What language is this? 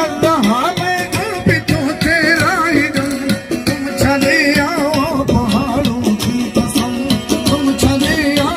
Saraiki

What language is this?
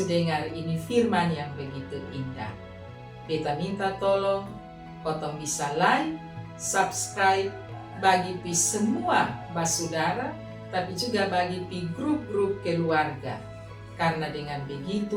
Kupang Malay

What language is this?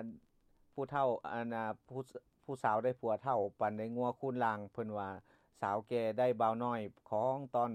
Lao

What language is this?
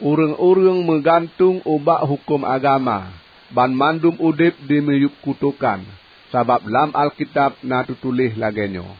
Achinese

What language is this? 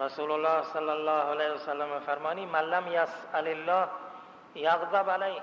Baluchi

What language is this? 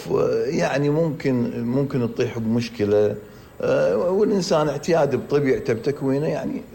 Mesopotamian Arabic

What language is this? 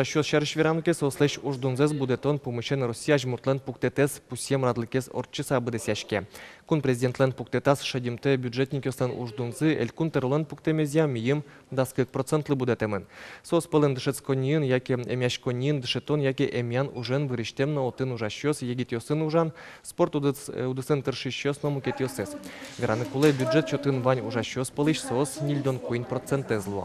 Udmurt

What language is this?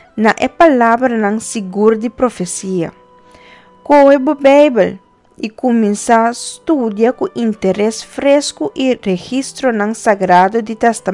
Papiamento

